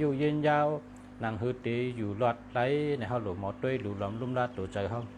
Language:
Shan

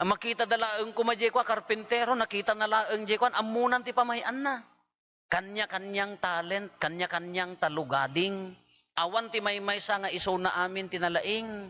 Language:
Iloko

